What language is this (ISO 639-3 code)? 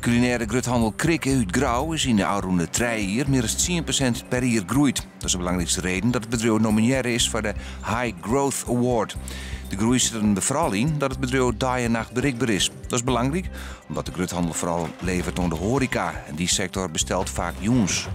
fry